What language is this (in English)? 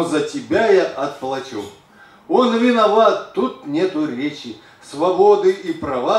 Russian